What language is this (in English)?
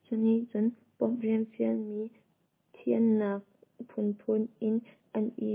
Hakha Chin